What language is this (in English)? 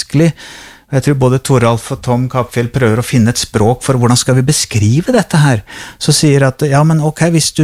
Norwegian